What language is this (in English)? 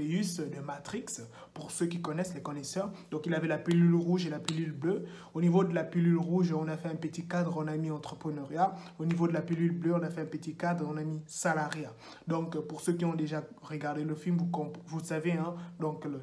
French